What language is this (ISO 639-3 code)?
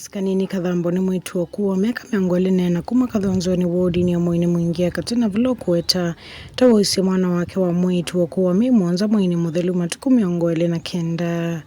kam